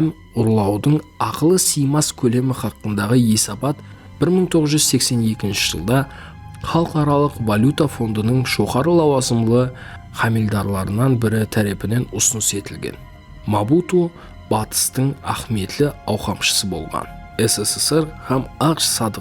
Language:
Kara-Kalpak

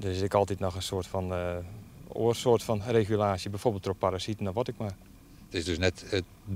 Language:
Western Frisian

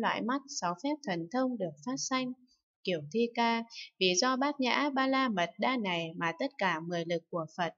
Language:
Vietnamese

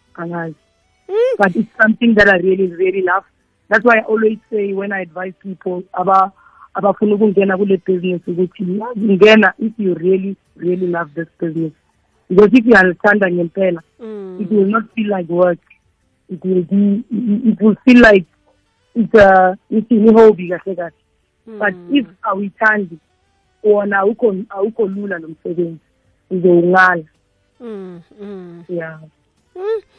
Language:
South Ndebele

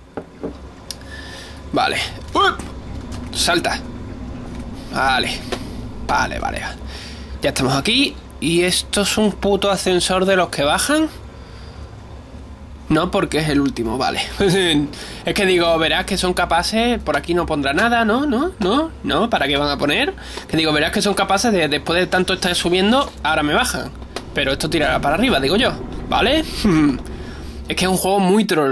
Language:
Spanish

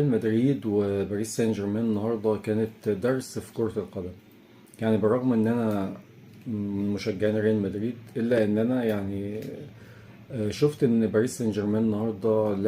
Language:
Egyptian Arabic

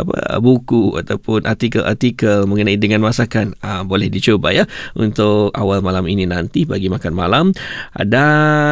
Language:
Malay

